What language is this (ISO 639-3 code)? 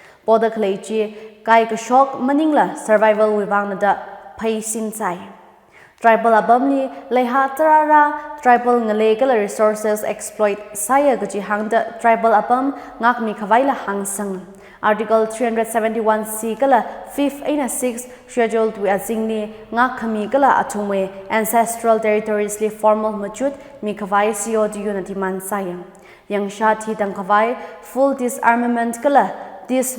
nmf